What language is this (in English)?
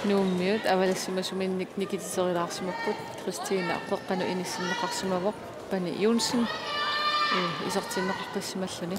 Kalaallisut